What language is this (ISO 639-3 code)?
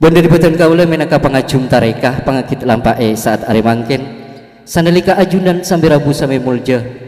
mad